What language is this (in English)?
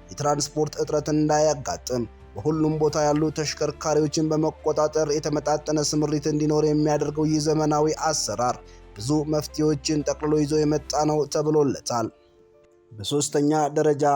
Amharic